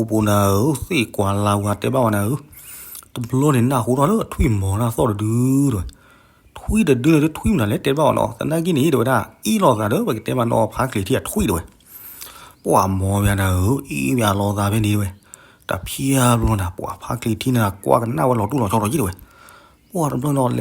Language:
S'gaw Karen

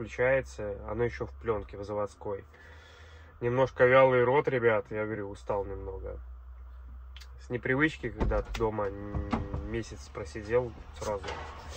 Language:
Russian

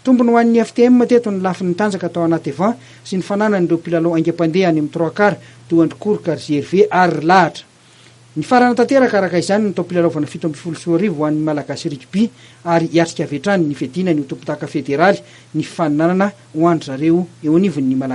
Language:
Malagasy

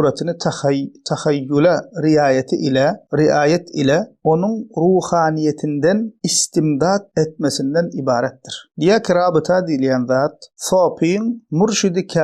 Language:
Turkmen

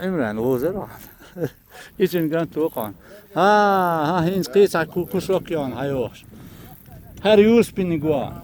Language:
Chechen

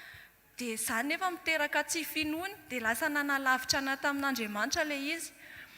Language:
Malagasy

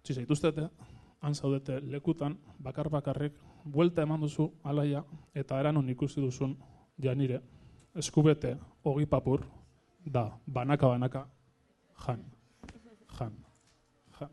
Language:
Basque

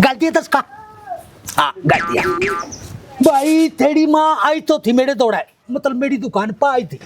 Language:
Haryanvi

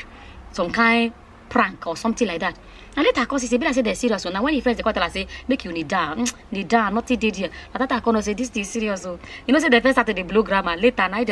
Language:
Nigerian Pidgin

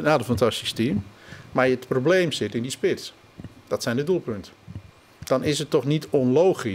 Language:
Western Frisian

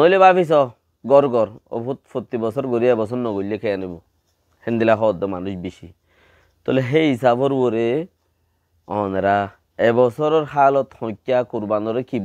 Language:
Rohingya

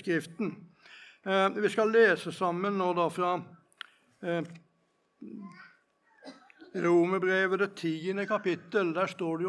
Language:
Norwegian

